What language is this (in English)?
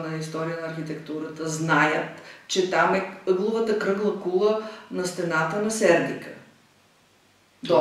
Bulgarian